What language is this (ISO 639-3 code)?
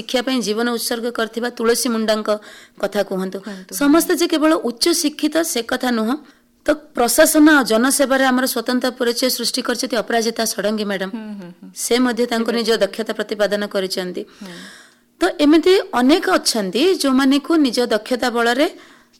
ori